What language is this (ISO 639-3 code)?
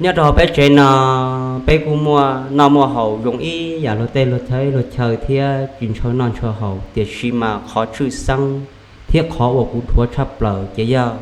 hmn